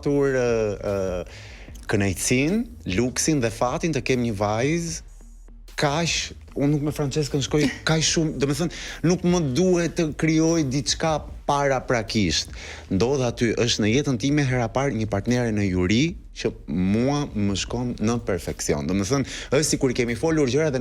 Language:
Albanian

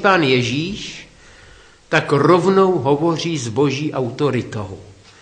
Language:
Czech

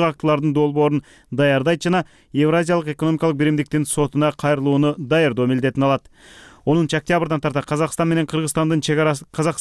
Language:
Kyrgyz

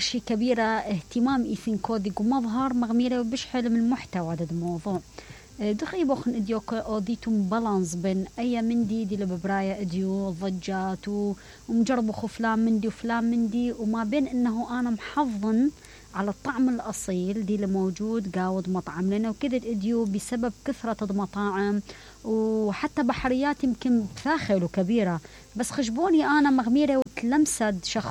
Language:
Mesopotamian Arabic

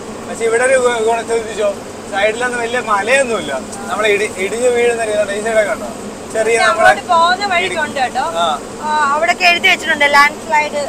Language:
Malayalam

